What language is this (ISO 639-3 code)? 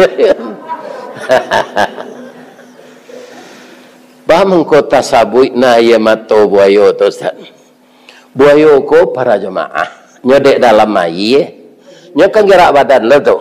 min